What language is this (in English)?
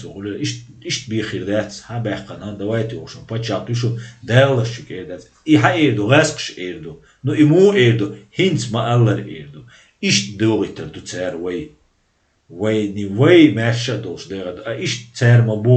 Chechen